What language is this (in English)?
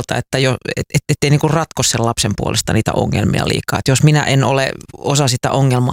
Finnish